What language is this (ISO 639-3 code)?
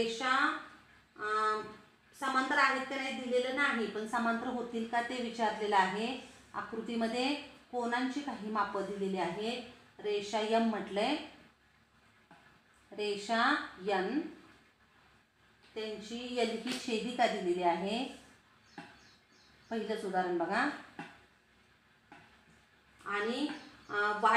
mar